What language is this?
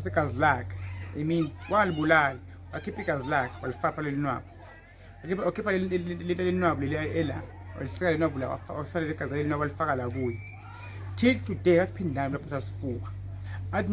Zulu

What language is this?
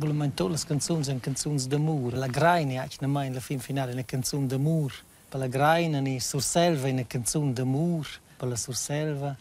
Romansh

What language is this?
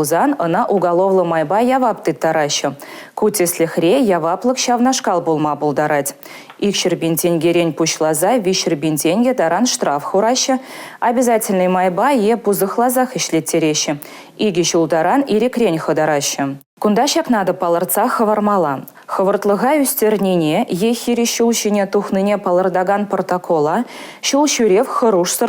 Chuvash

